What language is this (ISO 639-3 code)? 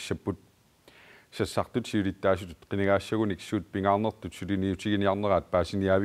kal